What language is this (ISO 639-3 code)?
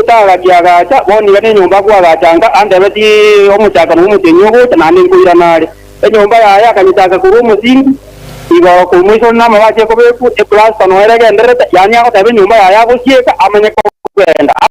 guz